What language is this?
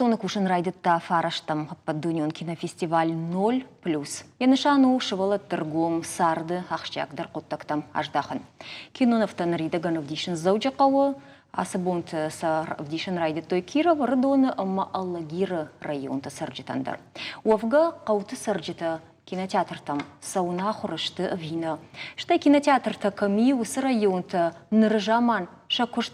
Ossetic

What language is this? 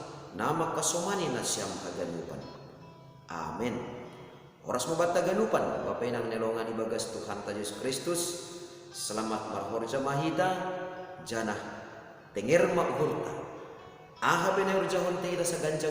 Batak Simalungun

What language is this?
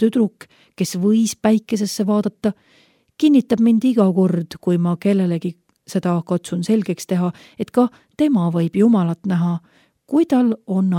Estonian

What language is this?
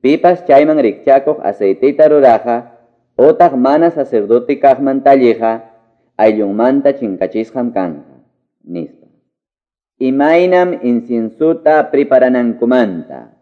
Quechua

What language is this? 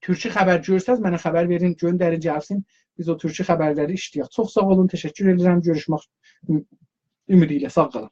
South Azerbaijani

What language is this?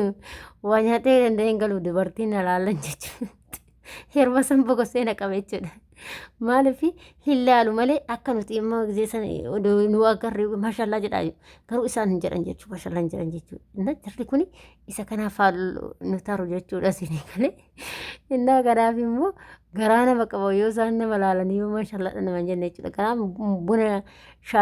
Oromo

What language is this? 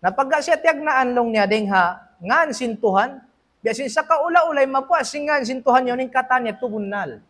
Tausug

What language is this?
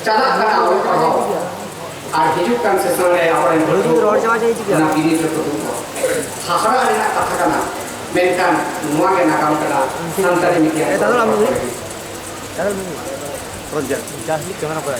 Santali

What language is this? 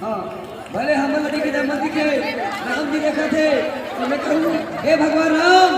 Chhattisgarhi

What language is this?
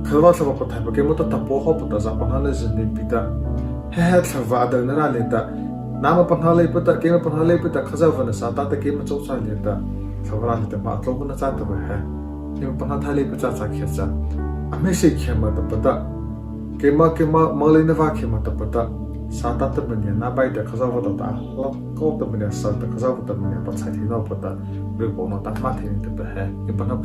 Mara Chin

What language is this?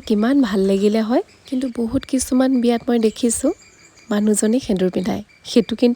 Assamese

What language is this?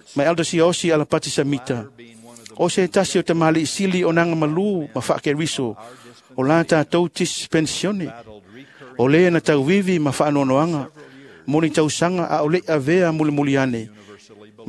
Samoan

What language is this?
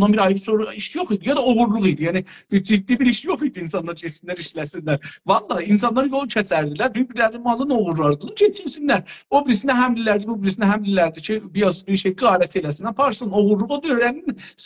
South Azerbaijani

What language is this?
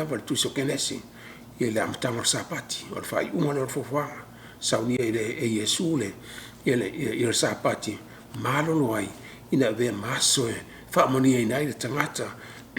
Samoan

